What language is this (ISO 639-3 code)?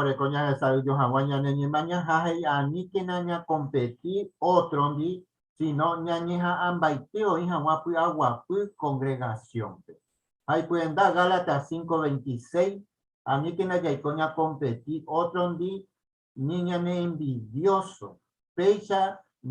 grn